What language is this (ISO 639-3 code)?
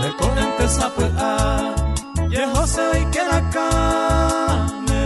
grn